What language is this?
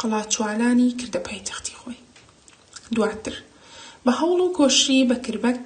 Central Kurdish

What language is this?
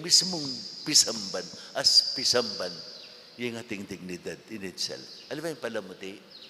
Pampanga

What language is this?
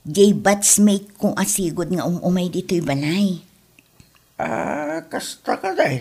Iloko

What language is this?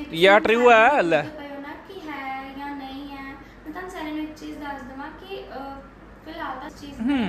Punjabi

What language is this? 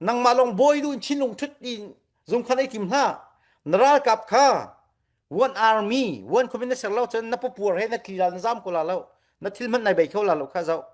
Falam Chin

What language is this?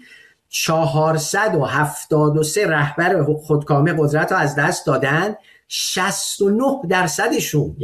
Persian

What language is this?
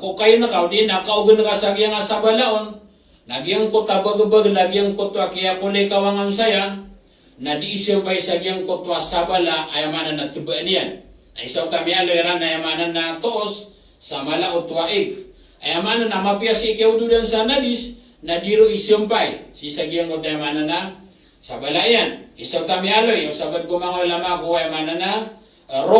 Maranao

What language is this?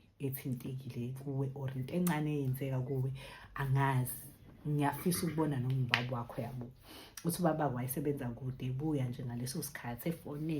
Zulu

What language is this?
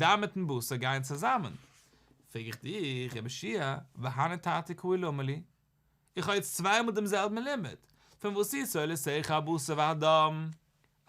Yiddish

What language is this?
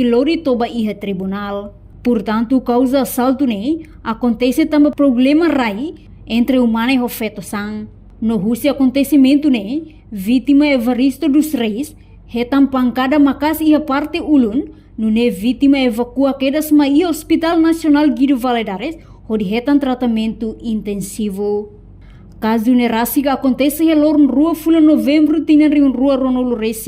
Tetum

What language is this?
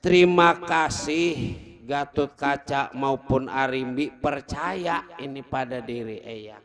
Betawi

